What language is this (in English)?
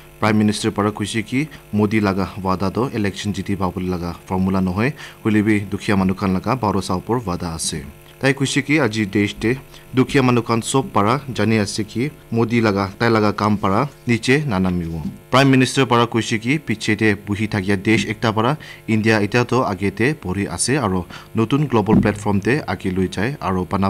Naga Pidgin